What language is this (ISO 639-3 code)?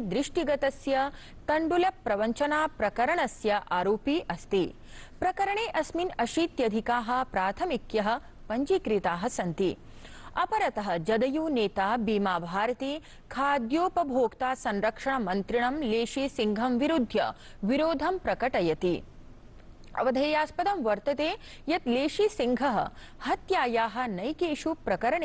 san